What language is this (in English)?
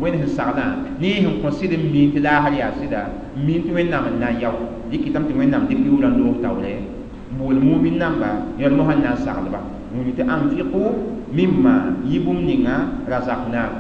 Mossi